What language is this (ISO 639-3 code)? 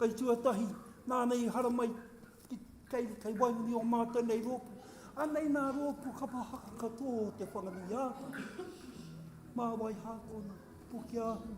mri